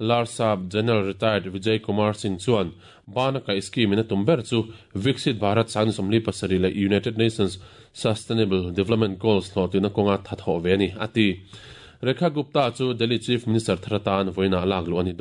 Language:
Mizo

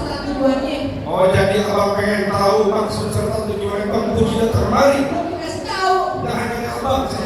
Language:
Betawi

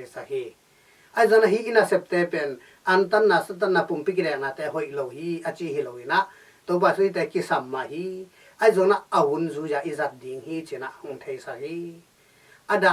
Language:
Tedim Chin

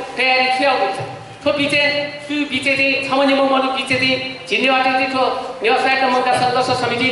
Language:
Newari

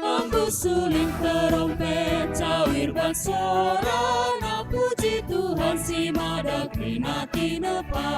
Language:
Batak Karo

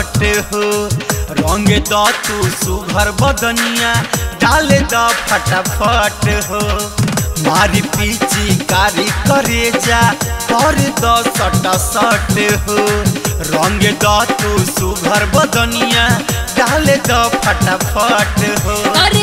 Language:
Bhojpuri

